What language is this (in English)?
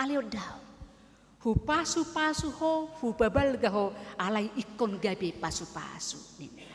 Batak Toba